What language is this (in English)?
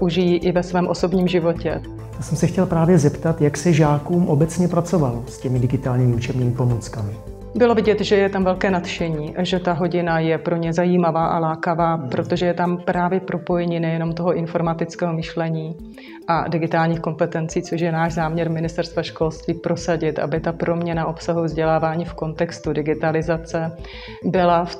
Czech